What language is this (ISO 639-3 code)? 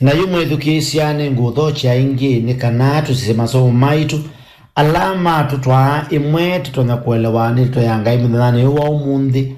kam